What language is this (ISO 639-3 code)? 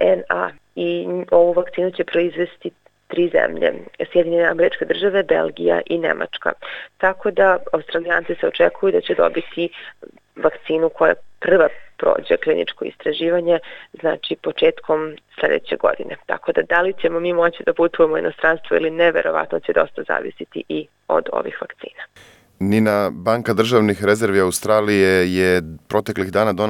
srp